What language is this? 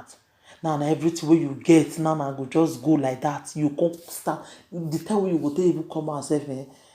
Nigerian Pidgin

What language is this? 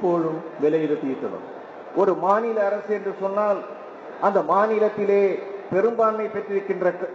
Tamil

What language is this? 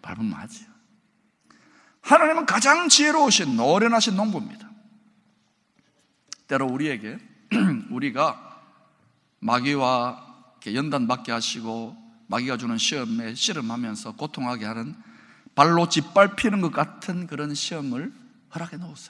Korean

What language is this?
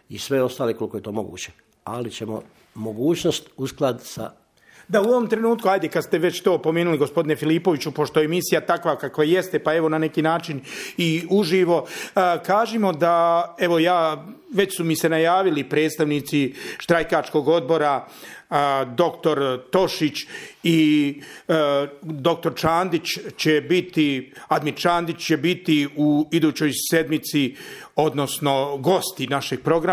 Croatian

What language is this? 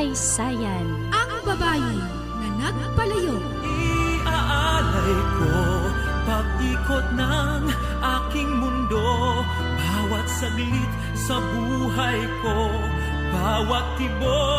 Hiligaynon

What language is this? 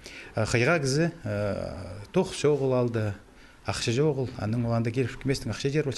Khakas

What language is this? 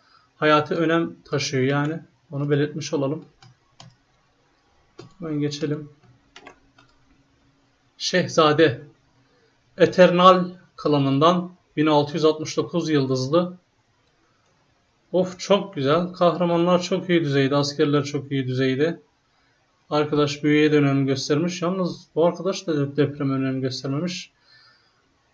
Turkish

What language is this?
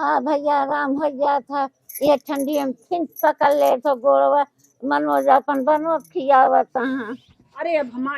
Awadhi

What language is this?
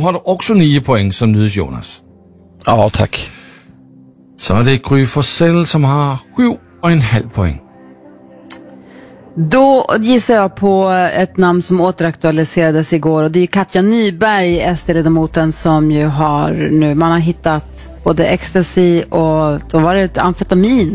Swedish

